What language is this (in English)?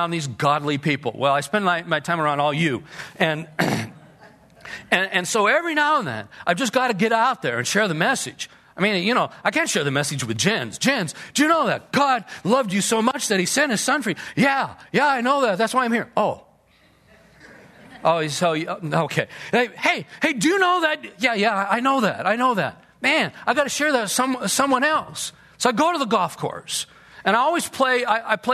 English